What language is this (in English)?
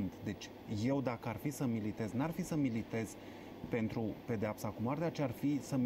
Romanian